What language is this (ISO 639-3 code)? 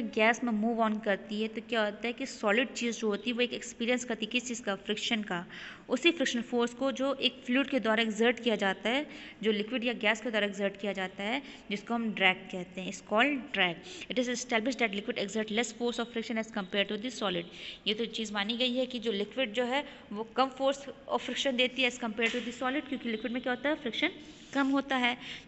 hin